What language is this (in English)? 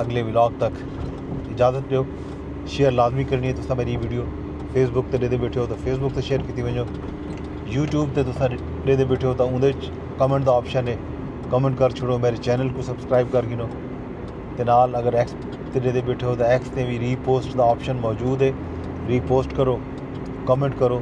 Saraiki